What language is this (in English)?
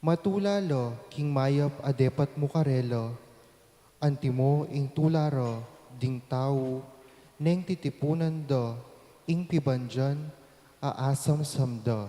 Pampanga